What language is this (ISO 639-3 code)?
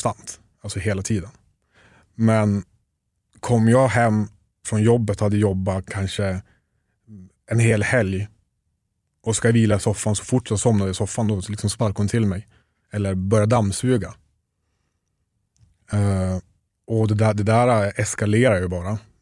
swe